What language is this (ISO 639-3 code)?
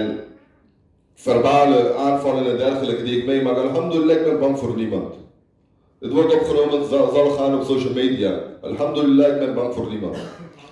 nld